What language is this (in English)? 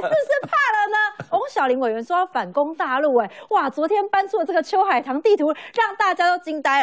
Chinese